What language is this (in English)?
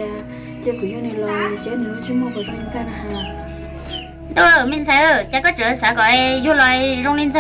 Hmong